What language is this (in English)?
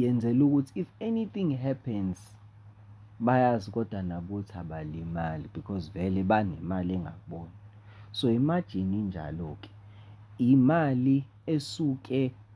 Zulu